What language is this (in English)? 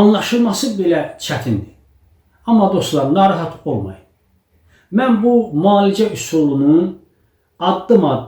Azerbaijani